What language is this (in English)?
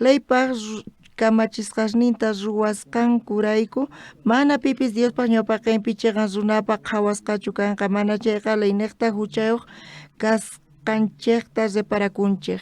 South Bolivian Quechua